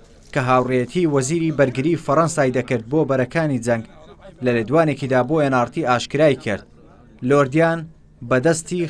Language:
Central Kurdish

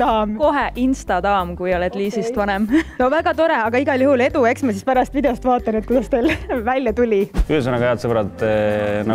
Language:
Estonian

